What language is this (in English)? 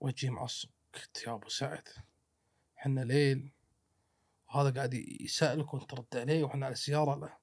Gulf Arabic